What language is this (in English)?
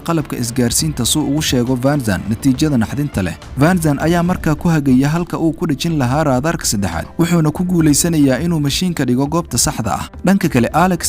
Somali